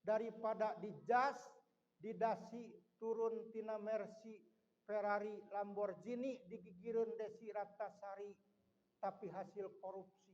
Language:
Sundanese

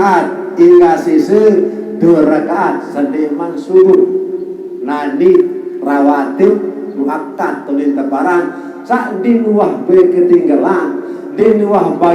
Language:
Sasak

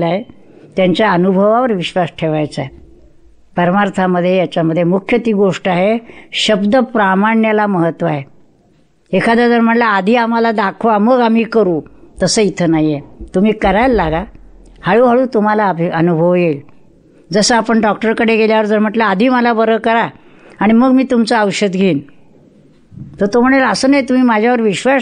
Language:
Marathi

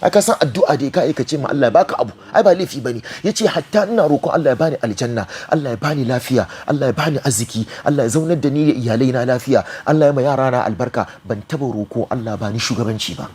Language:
Hausa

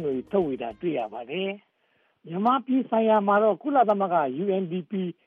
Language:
Burmese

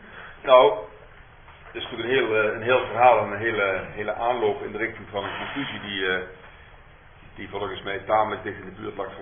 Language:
Dutch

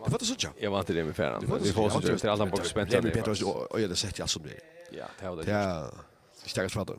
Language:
Faroese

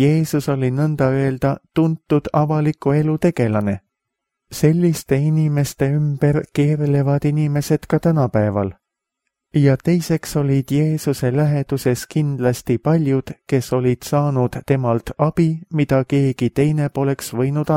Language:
Estonian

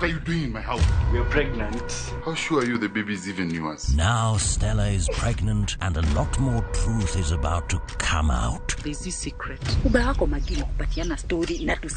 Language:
Luo (Kenya and Tanzania)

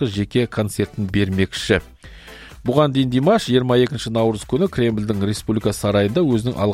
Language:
Kazakh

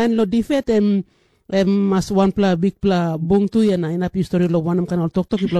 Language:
Tok Pisin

